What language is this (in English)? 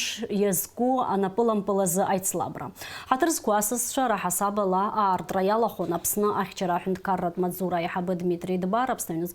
Abkhazian